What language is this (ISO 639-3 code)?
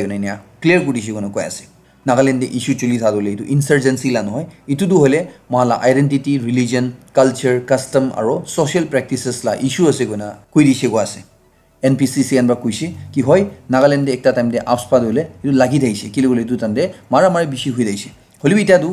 nag